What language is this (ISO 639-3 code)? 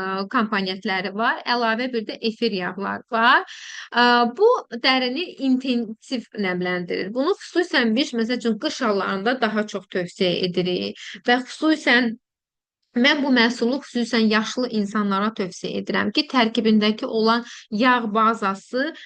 aze